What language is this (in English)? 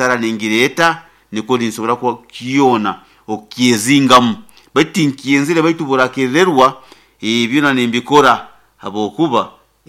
Nyoro